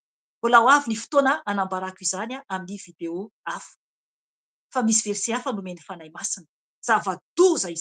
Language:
Malagasy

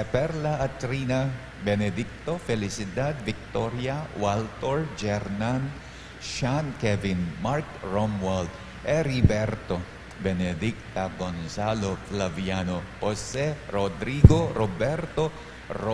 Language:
Pampanga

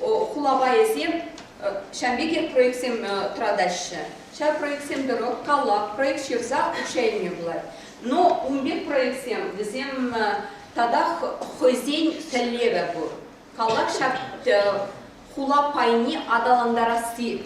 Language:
Chuvash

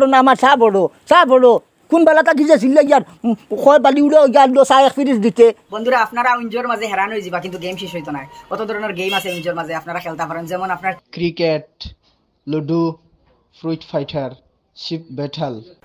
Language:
Sylheti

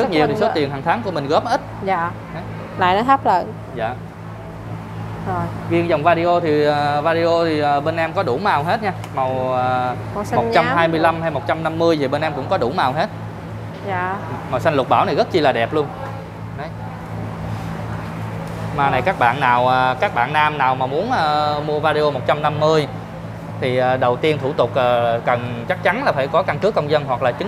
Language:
Vietnamese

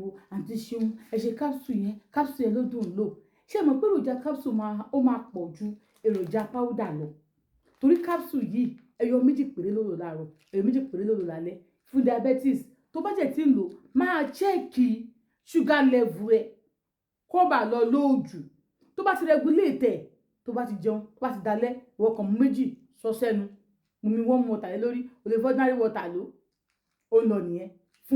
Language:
Yoruba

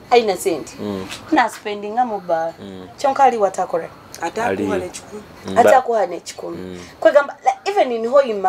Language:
Nyoro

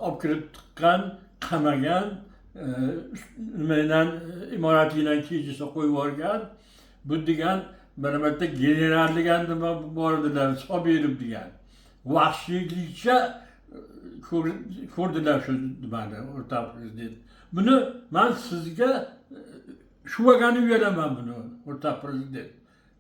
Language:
Uzbek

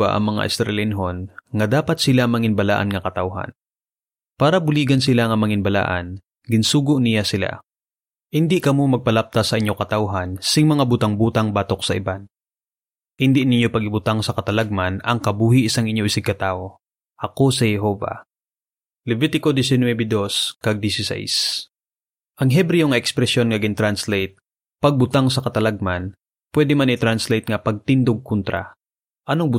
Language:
Hiligaynon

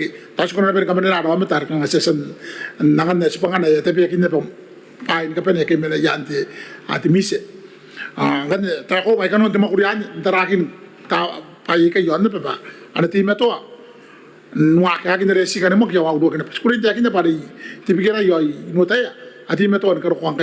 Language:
Gilbertese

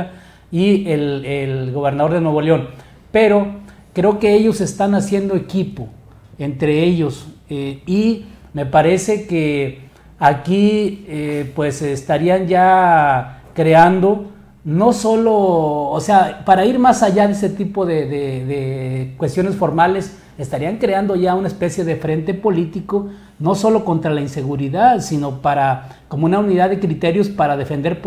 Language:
Spanish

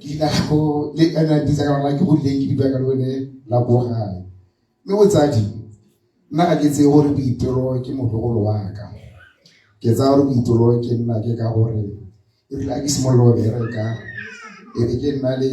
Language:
Tswana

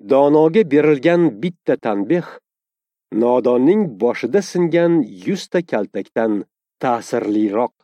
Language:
Uzbek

